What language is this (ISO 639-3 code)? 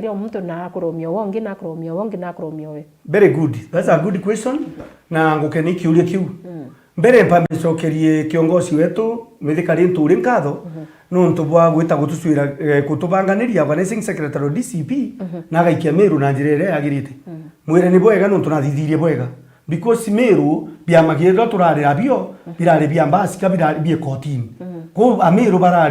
mer